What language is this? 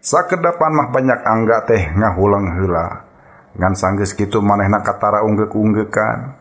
Sundanese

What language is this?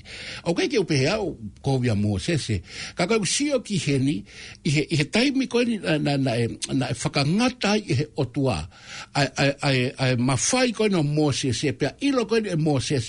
Tongan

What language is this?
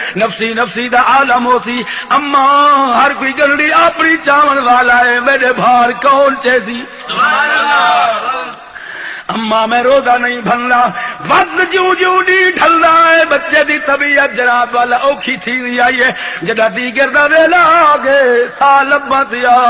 Saraiki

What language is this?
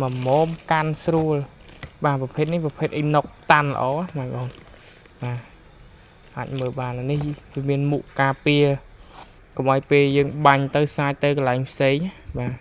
Khmer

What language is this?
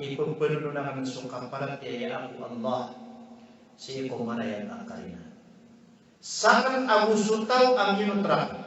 Maranao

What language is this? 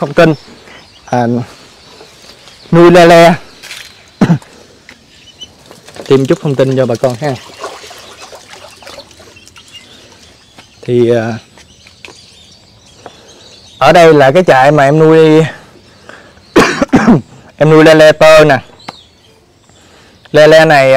Vietnamese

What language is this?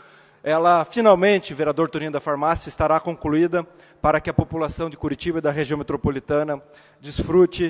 Portuguese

